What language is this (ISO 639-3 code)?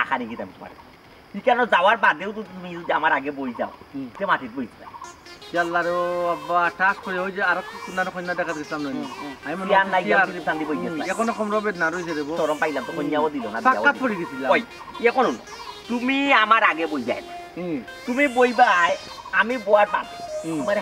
syl